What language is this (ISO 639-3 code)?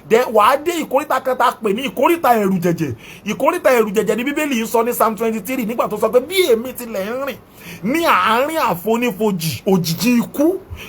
yor